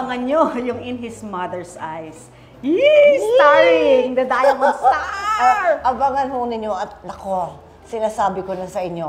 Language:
Filipino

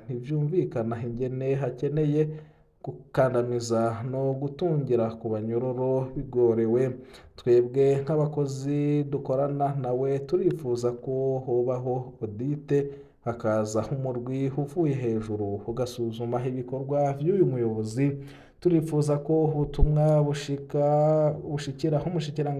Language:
Rundi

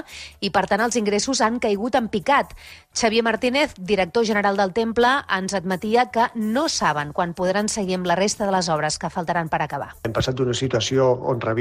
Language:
Catalan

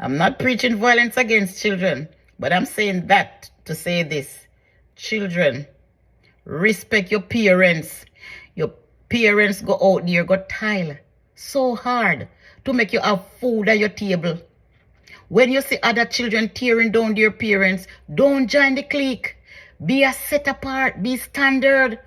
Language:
Jamaican Creole English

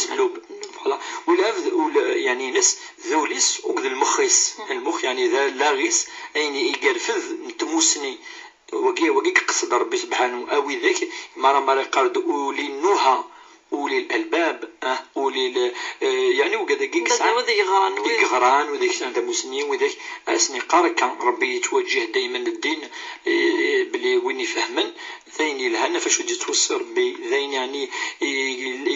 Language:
Kabyle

